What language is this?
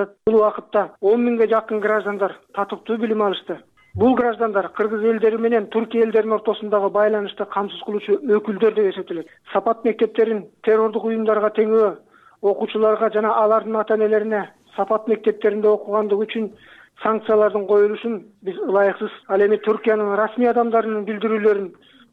Kyrgyz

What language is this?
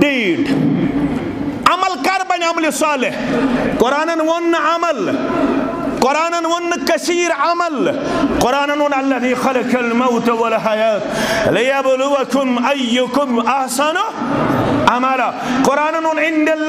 Kashmiri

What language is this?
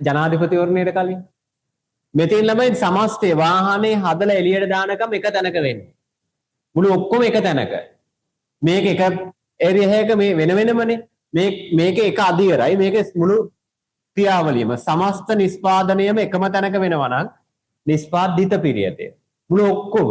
Sinhala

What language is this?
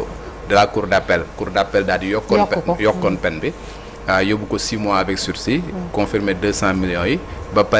Wolof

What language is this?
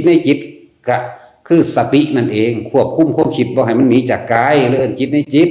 Northeastern Thai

